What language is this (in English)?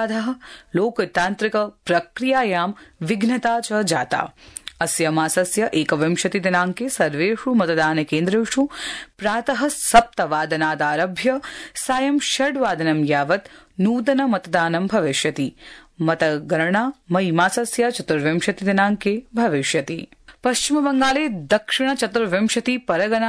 Sanskrit